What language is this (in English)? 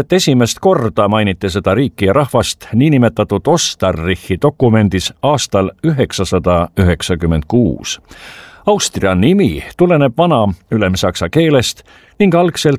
Estonian